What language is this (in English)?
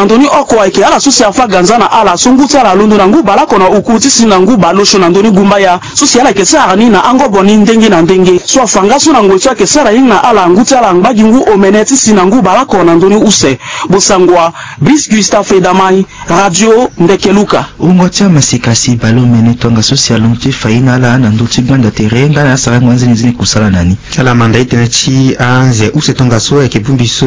Sango